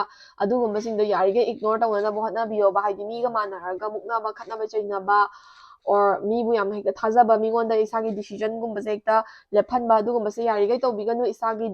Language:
Manipuri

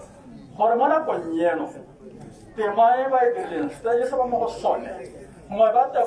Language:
Tswana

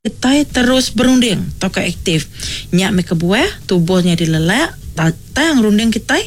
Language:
Iban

